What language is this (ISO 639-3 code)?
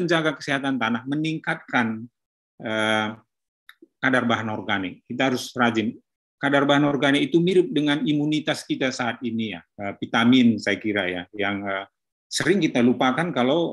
ind